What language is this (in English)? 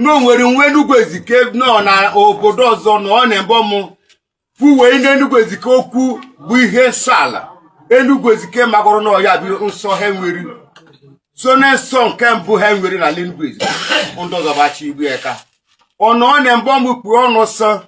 Igbo